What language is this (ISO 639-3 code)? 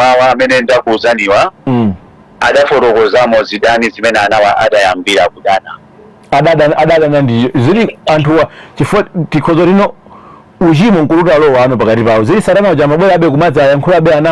nya